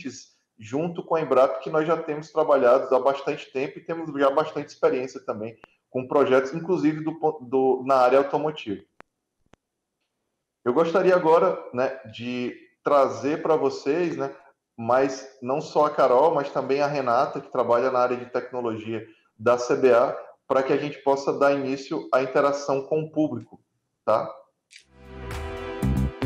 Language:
Portuguese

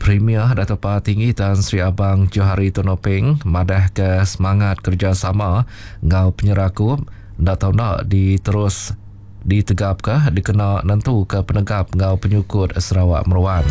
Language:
Iban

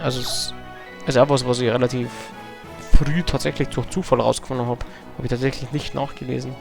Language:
Bavarian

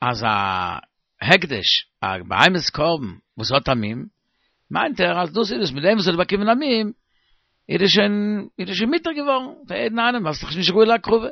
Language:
Yiddish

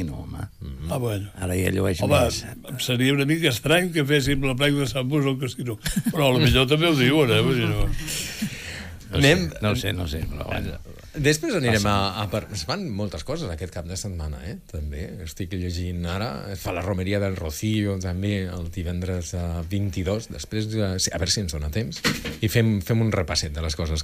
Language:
Catalan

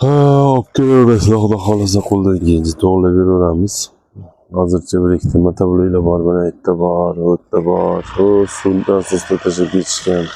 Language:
Uzbek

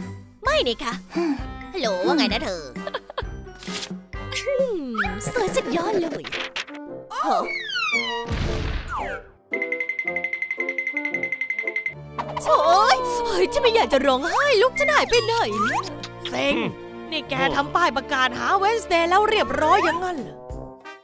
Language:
Thai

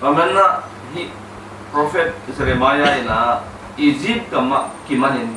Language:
Tedim Chin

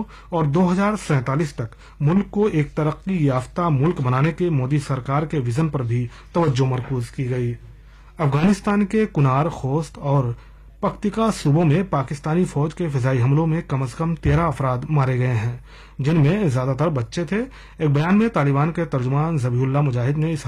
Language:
Urdu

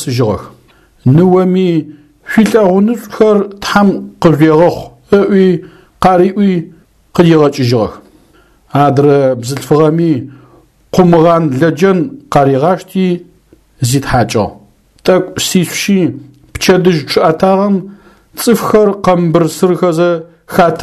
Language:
Adyghe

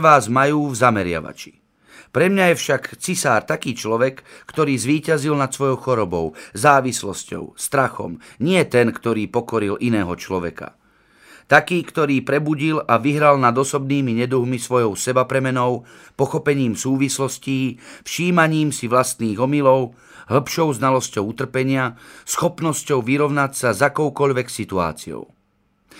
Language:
Slovak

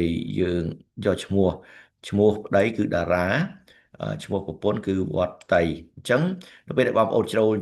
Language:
Khmer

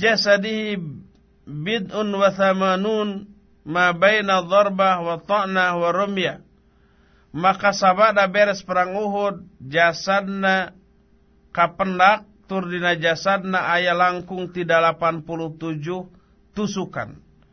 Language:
Sundanese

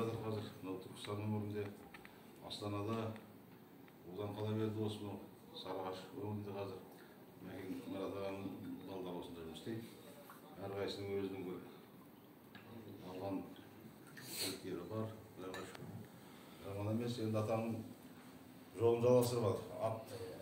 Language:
Kazakh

